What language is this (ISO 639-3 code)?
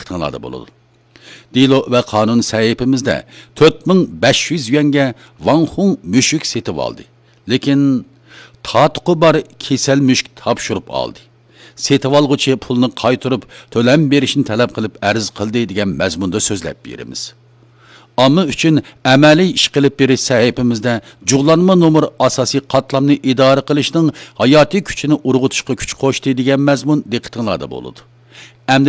uig